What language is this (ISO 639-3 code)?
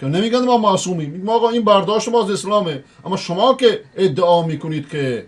fas